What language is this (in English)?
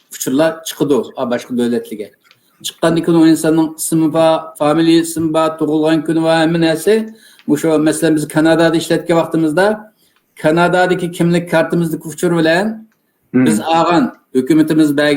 Uyghur